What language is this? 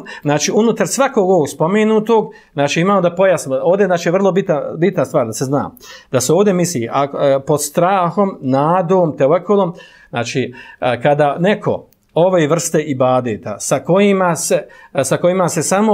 Bosnian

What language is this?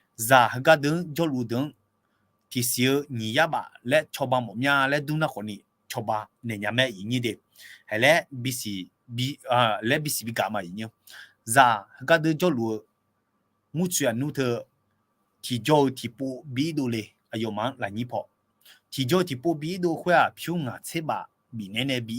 Akha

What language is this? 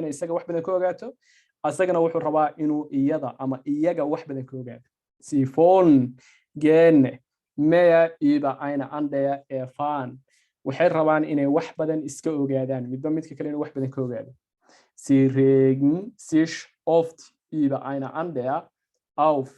Somali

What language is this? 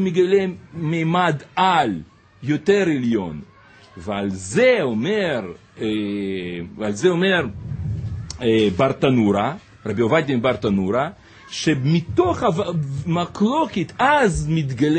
Hebrew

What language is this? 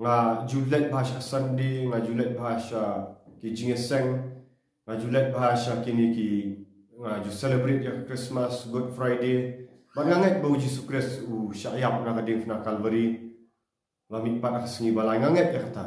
Khasi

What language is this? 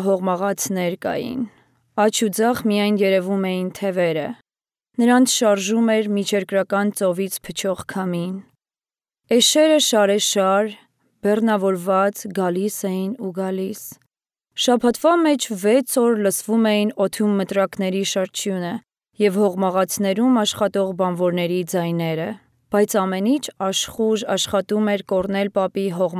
Armenian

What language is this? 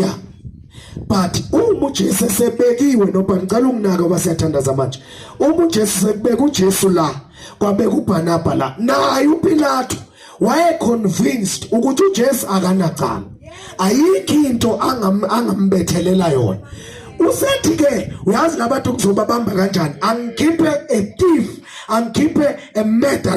Zulu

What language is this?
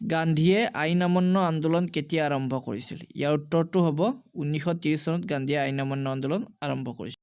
Assamese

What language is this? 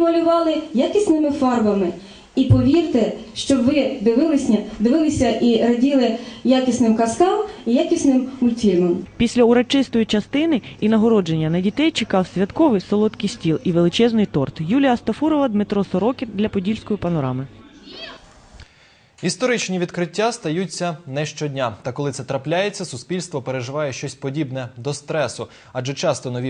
Ukrainian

